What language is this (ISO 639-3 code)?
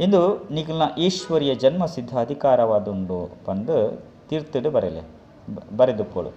tcy